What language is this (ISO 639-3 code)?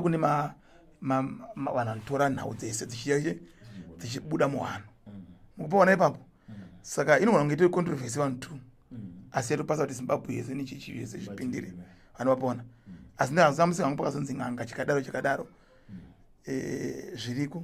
sna